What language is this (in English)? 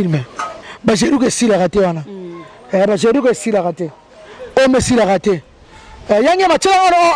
Lingala